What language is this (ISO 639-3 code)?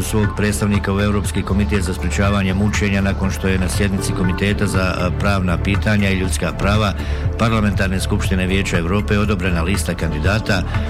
bos